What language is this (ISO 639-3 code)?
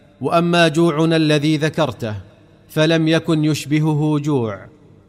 ara